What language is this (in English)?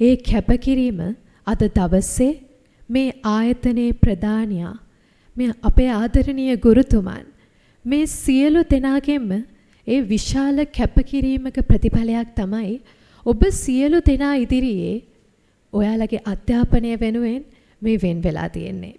Sinhala